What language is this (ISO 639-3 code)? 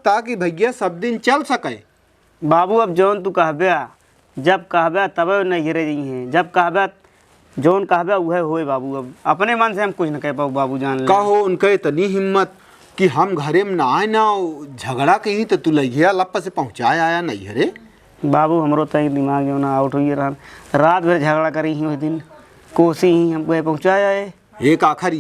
awa